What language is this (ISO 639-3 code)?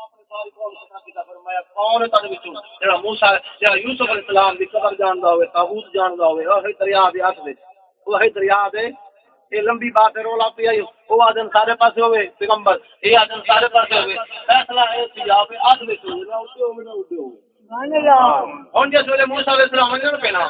skr